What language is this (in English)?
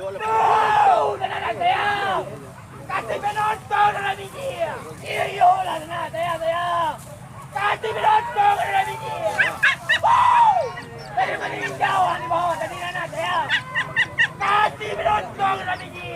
Minangkabau